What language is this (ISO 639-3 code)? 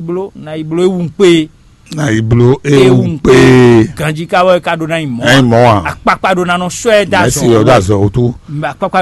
fon